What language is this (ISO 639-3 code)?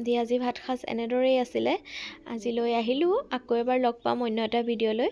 asm